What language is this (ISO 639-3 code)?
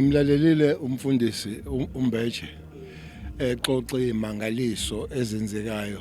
zul